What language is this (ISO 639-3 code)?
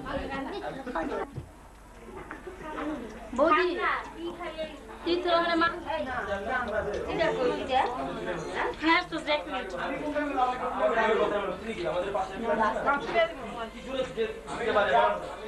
ben